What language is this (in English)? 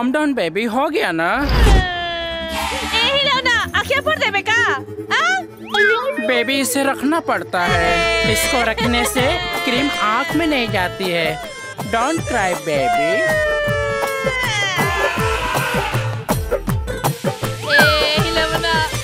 Bhojpuri